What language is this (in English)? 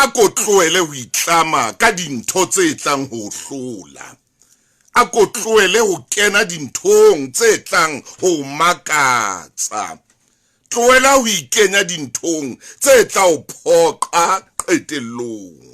Southern Sotho